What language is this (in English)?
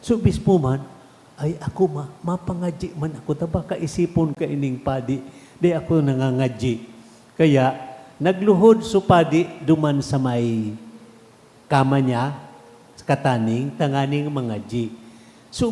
Bikol